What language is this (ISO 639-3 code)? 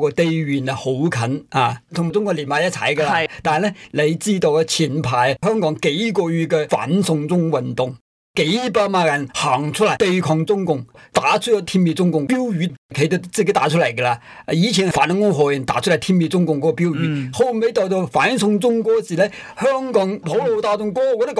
yue